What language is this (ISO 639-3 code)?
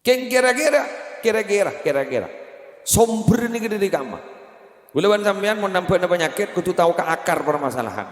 mad